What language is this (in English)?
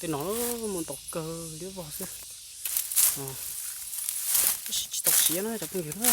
Hmong